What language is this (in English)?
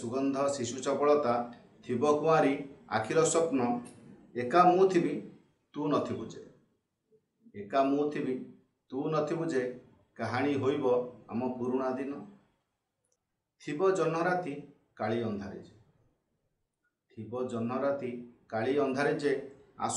Odia